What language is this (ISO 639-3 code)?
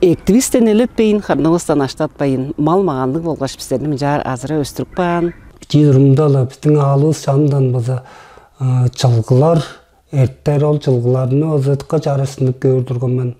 tyv